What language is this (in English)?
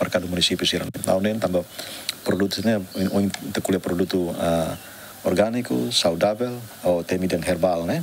Tetum